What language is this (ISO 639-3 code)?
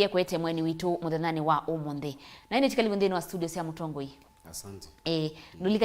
kam